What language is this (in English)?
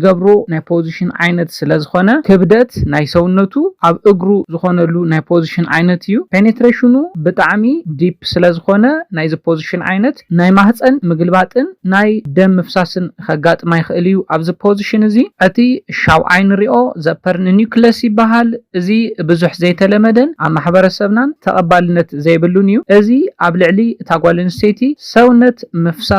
Tigrinya